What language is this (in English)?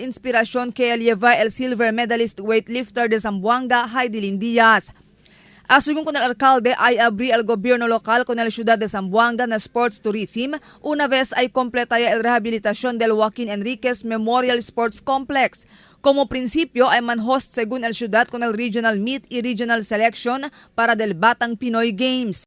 Chavacano